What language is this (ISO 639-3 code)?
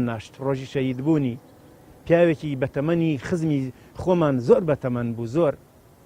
ckb